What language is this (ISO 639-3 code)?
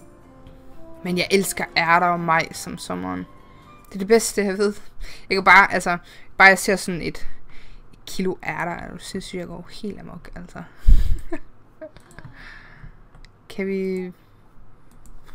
dan